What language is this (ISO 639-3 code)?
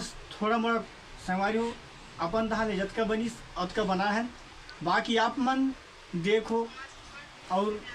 hne